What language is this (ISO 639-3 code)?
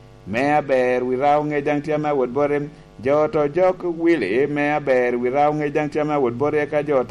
laj